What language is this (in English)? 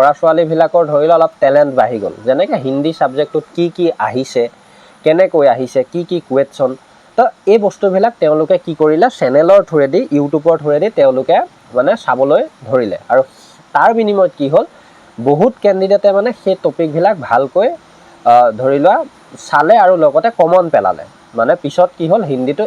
Assamese